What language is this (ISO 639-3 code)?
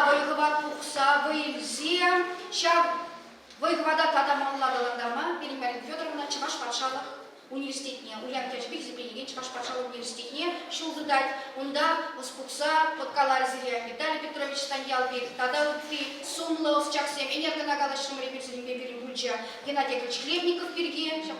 chv